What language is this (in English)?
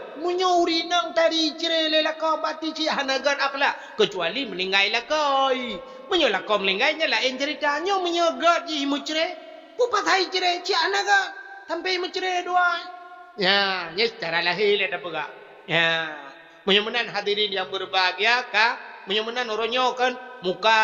Achinese